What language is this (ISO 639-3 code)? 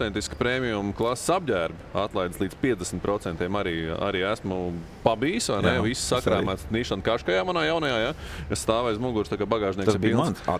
lav